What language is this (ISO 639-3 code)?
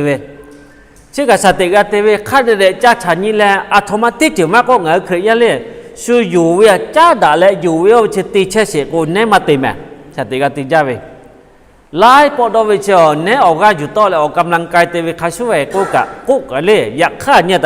lhu